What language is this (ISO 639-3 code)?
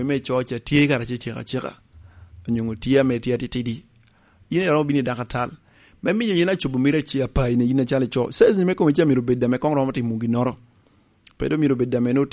laj